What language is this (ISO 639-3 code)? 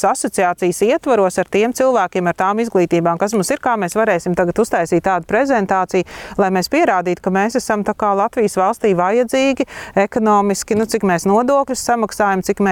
lav